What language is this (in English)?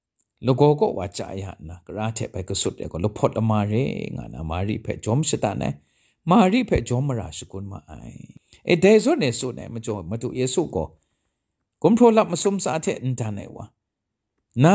Kachin